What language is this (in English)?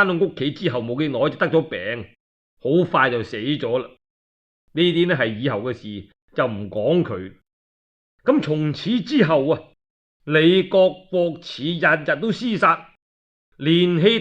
Cantonese